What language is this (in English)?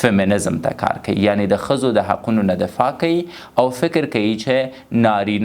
Pashto